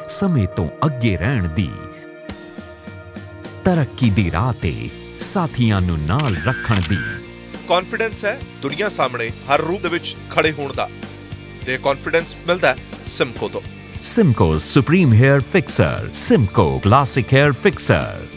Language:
Punjabi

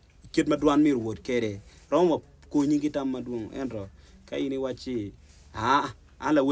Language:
Acoli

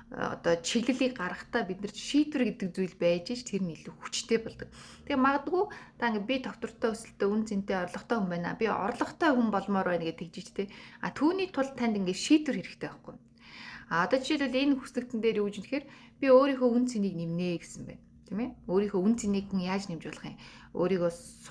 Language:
Mongolian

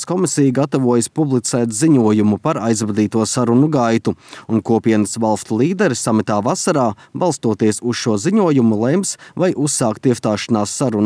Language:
Latvian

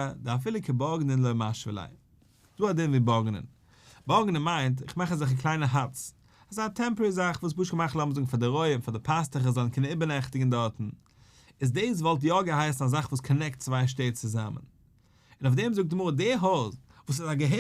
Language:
Yiddish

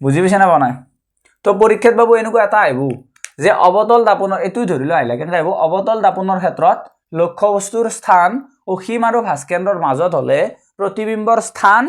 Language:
Assamese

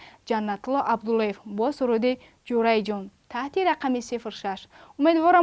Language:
Tajik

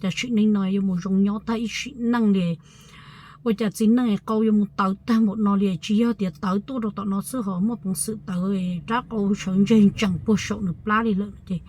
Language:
Hmong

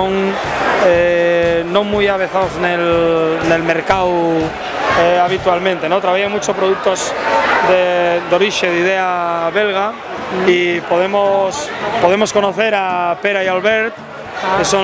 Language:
Asturian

